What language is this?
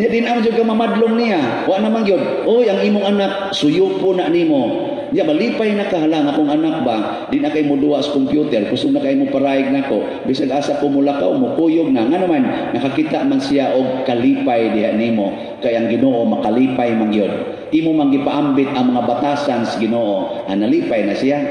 Cebuano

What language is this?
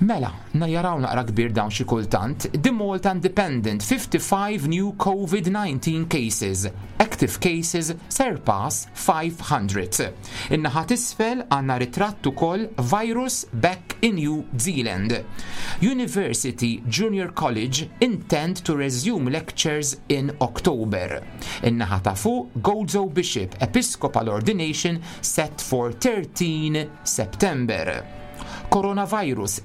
Maltese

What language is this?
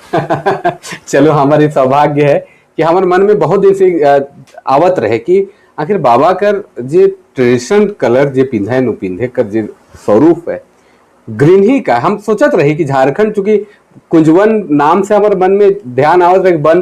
Sadri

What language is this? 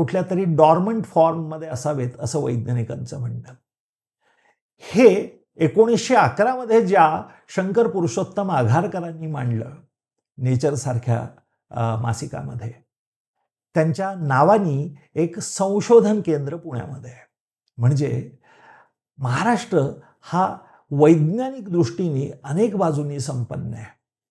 Marathi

